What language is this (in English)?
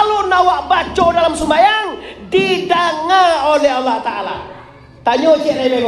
Minangkabau